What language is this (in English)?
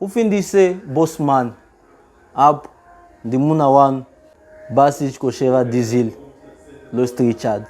Venda